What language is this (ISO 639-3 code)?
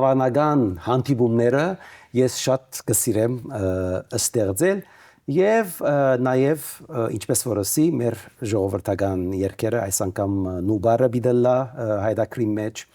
hyw